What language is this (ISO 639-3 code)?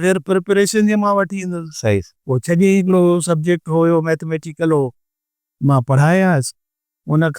snd